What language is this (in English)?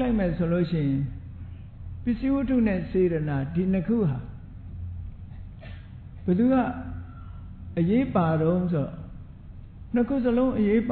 Burmese